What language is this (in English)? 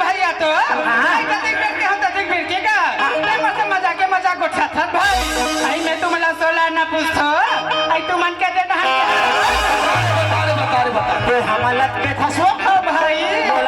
Chhattisgarhi